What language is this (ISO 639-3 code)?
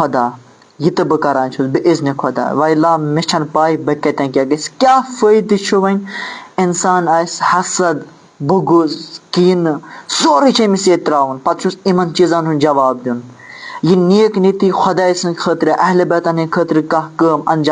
kas